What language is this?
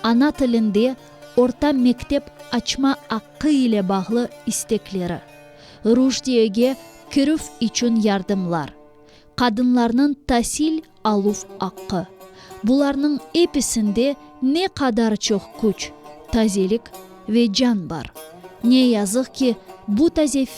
Crimean Tatar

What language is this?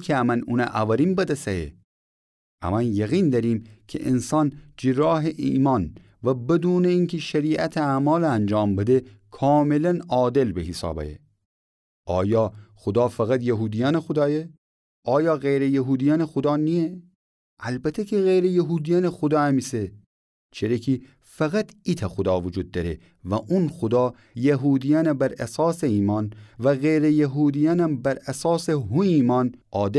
Gilaki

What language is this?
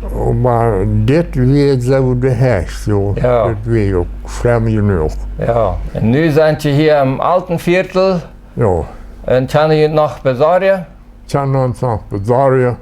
Plautdietsch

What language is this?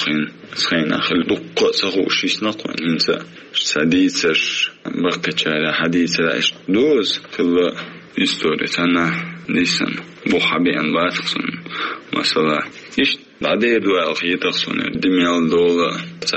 Chechen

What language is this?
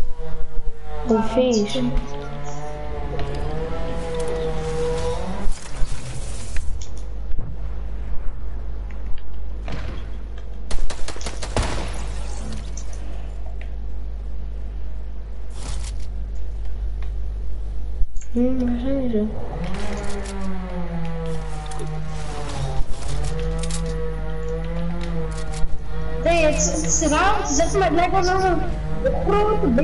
Dutch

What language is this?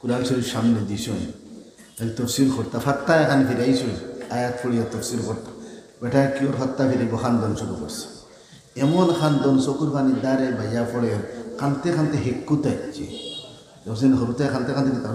Sylheti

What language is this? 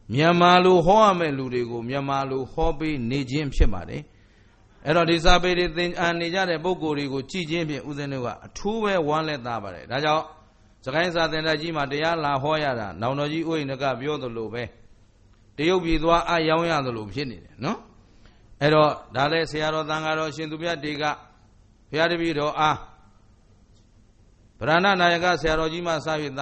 Burmese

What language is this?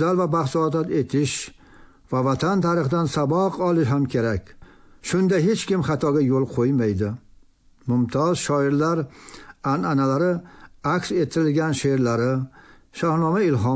Tajik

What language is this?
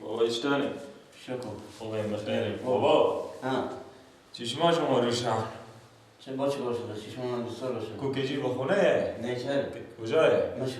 Persian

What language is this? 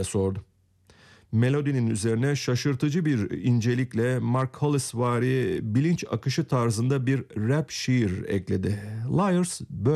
Turkish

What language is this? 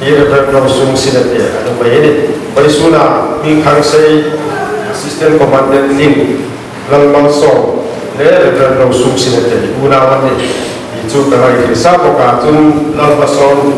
Hmar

